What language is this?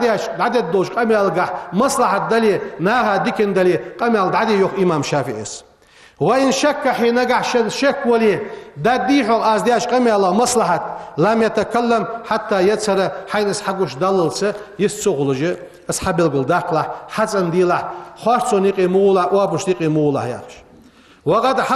Ingush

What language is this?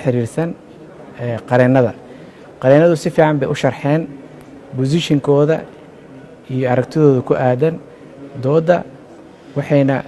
Somali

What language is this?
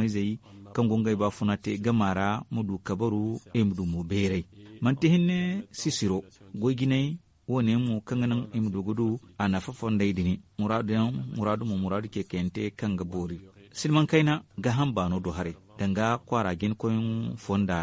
Zarma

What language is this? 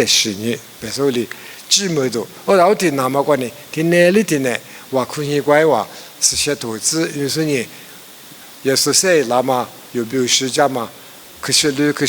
Lisu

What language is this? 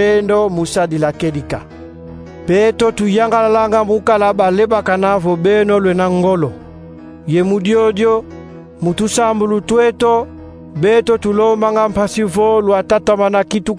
Kongo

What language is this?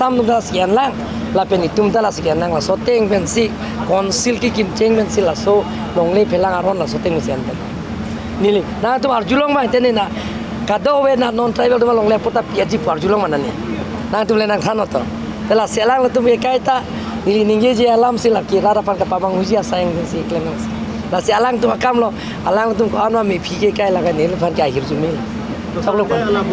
Karbi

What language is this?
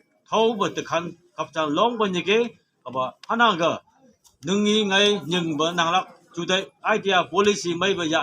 Phom Naga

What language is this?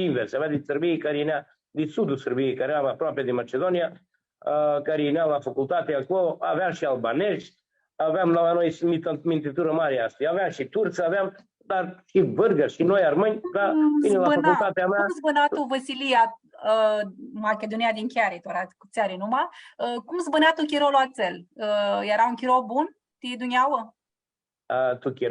Aromanian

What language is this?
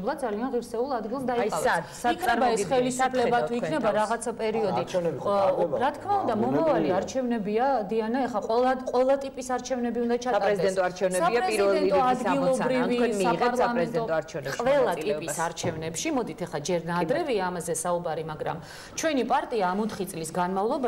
Georgian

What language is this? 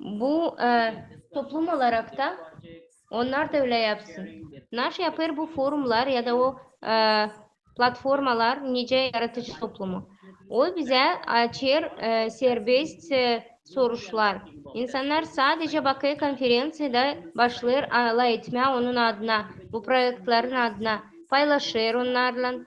Gagauz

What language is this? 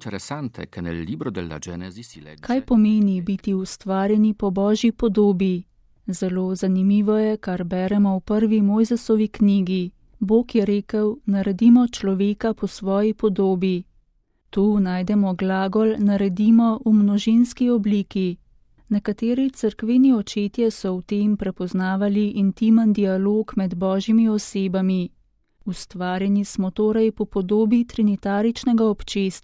Slovenian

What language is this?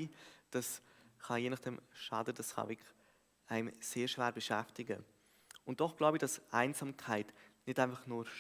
Swiss German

